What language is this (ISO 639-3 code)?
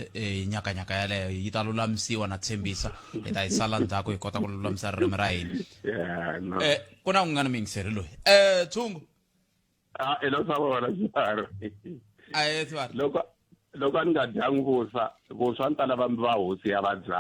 tso